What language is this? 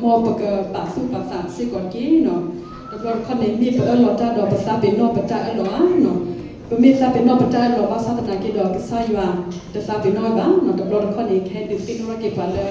S'gaw Karen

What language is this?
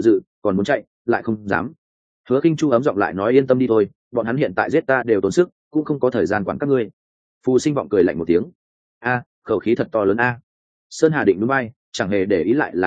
Vietnamese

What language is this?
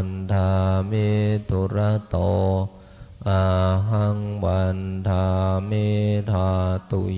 Pali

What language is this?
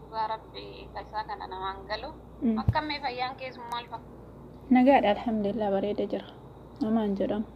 Oromo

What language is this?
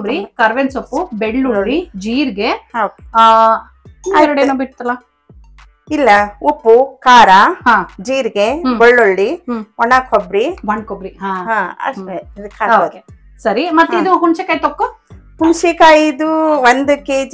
Kannada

